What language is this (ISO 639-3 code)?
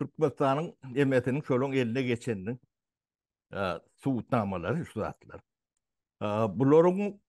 tuk